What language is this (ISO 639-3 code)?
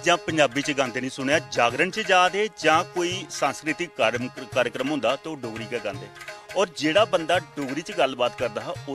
doi